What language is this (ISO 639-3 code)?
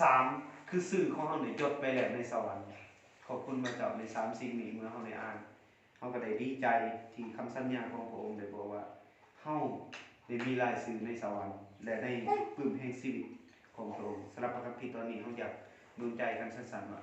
lao